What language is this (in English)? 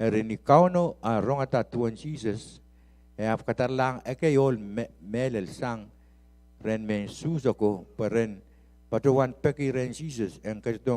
Pohnpeian